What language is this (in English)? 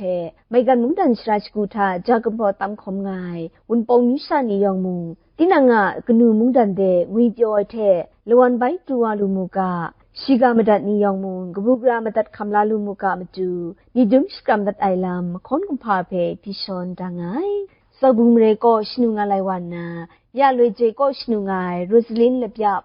Kachin